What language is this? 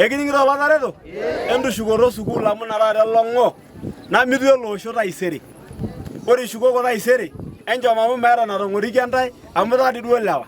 Masai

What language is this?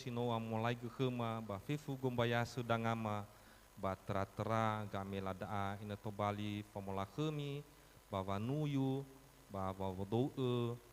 Nias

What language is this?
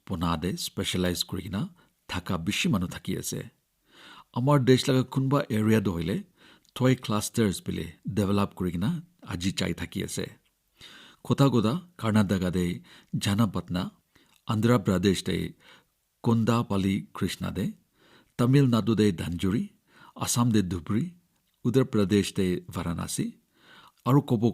Naga Pidgin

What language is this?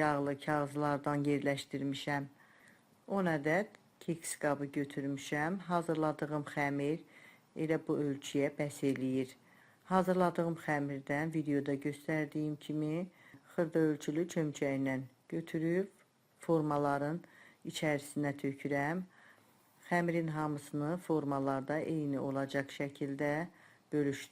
Azerbaijani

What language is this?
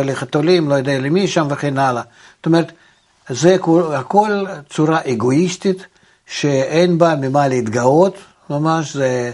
Hebrew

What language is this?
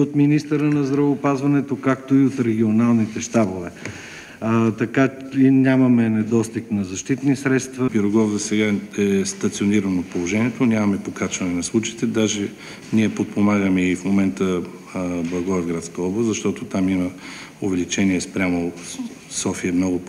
Bulgarian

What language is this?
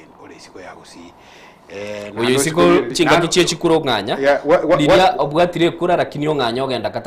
Gusii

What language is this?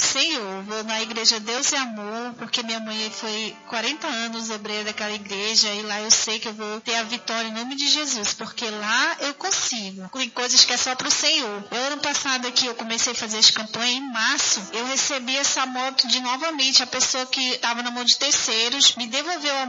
Portuguese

